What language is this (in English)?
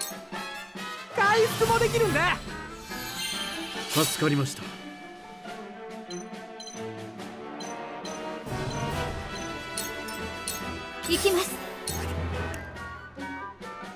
Japanese